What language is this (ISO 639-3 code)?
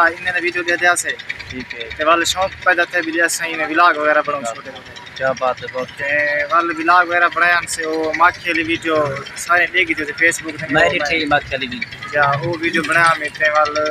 skr